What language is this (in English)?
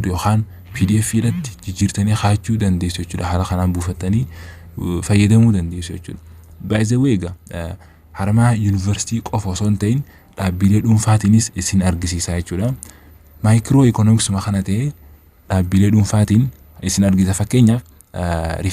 Oromo